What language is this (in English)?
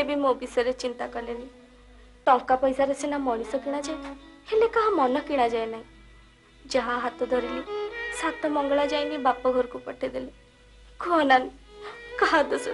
Odia